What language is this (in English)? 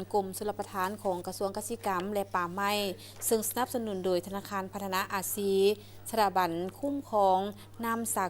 Lao